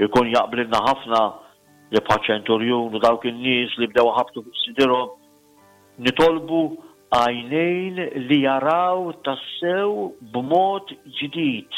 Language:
Maltese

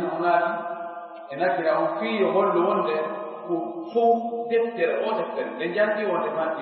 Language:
Fula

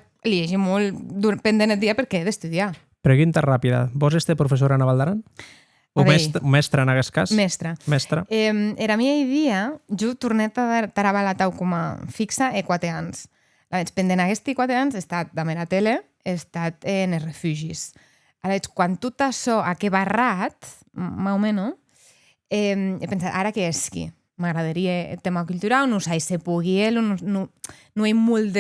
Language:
Occitan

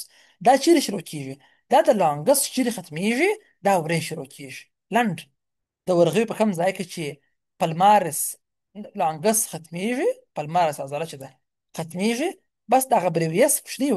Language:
Pashto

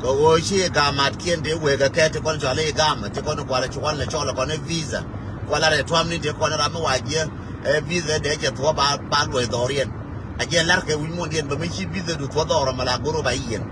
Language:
Nuer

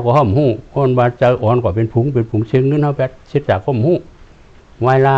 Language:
Shan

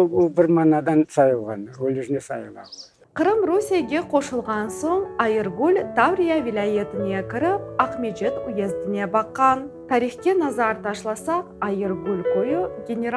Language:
Crimean Tatar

